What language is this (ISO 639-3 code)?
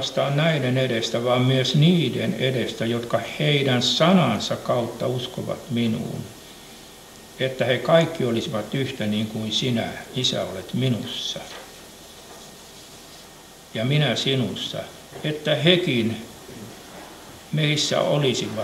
fin